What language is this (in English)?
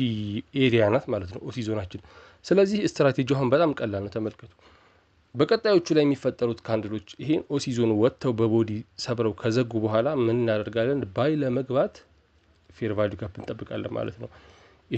Amharic